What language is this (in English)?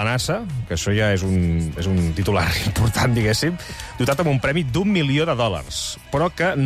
Catalan